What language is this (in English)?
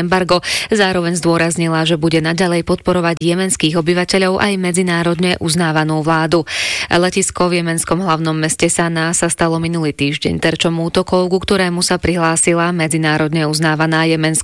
Slovak